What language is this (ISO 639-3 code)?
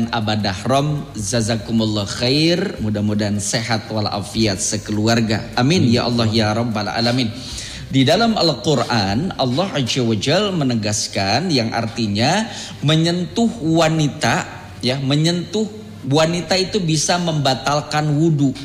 ind